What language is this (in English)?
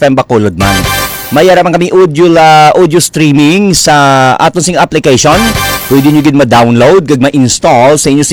Hiligaynon